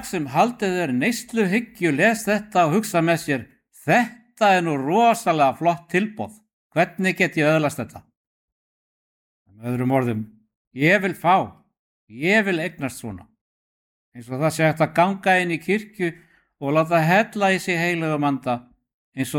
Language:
Icelandic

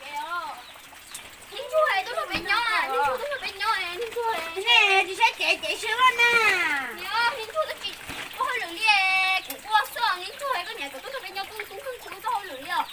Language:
Hmong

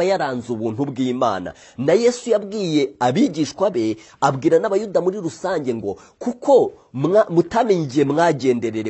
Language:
Kinyarwanda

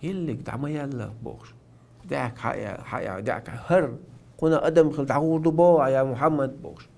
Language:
Chechen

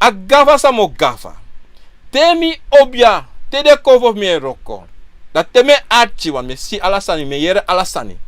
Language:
Sranan Tongo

